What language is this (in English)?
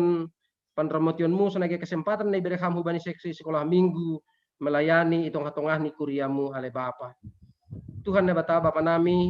Batak Simalungun